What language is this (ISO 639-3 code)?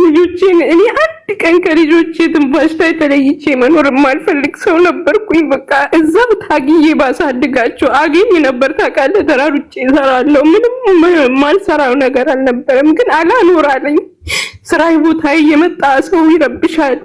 amh